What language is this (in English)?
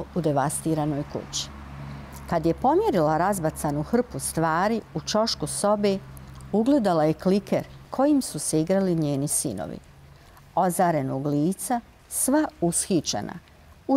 Bosnian